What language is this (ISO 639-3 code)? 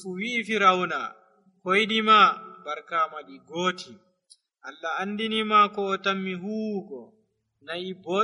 fuv